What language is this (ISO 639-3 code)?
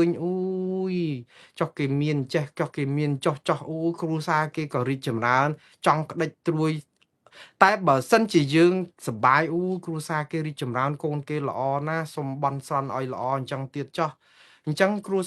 khm